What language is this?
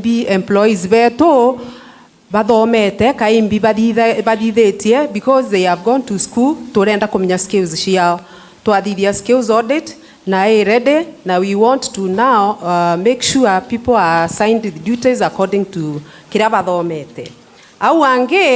Meru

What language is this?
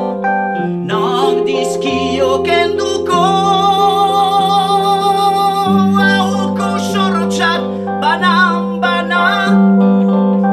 Basque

